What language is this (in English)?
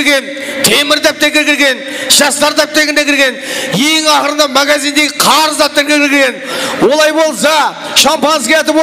Kara-Kalpak